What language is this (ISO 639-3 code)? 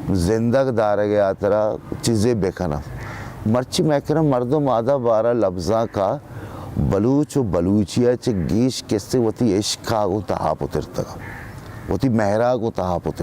bal